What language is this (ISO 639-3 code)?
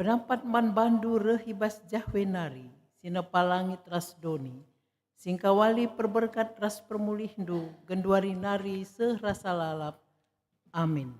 btx